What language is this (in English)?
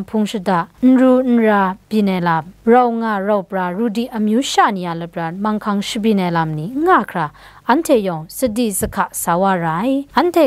Kachin